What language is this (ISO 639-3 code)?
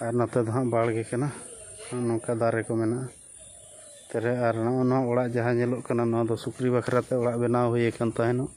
sat